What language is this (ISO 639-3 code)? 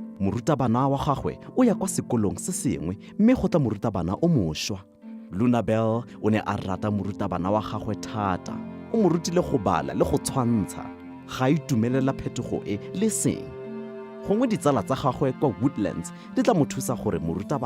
tsn